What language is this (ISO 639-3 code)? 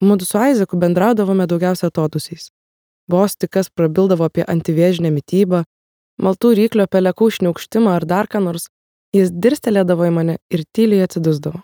lit